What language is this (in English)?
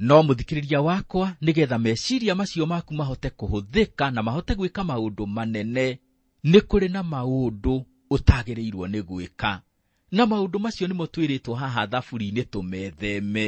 Kikuyu